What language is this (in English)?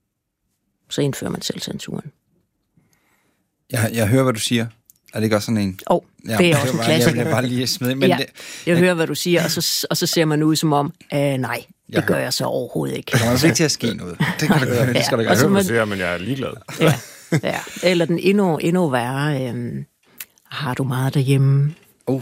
Danish